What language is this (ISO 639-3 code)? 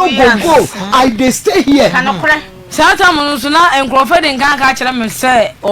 aka